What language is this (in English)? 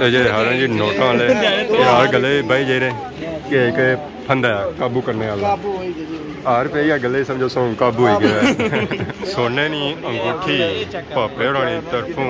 Pahari-Potwari